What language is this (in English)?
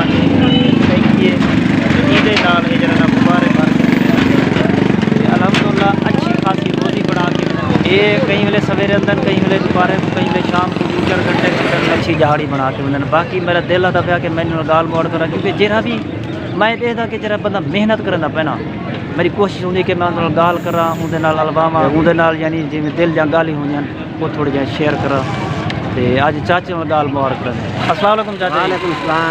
Saraiki